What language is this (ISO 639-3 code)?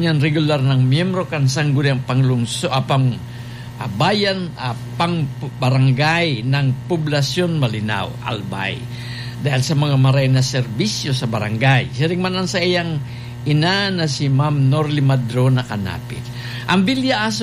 bik